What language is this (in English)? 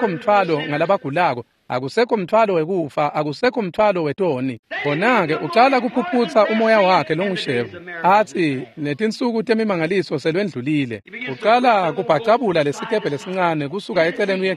Swati